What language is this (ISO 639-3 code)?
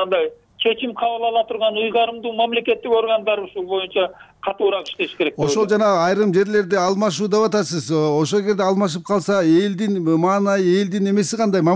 kir